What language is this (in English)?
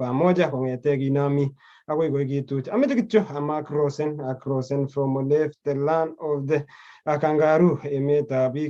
Kalenjin